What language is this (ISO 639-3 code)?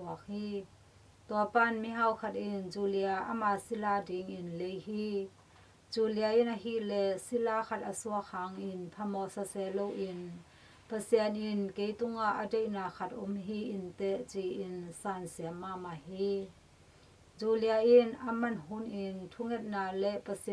ctd